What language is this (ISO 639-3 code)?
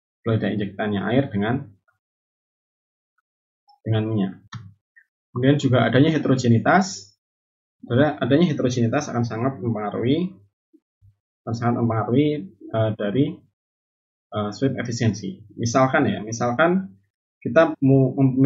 ind